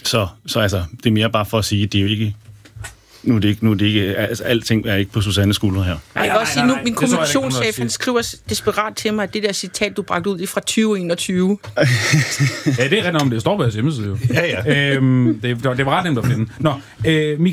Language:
Danish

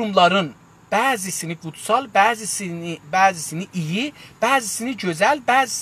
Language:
South Azerbaijani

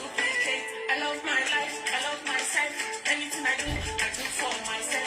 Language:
Nigerian Pidgin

